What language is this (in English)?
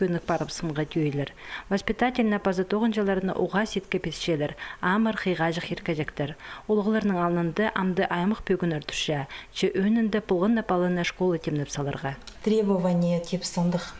Khakas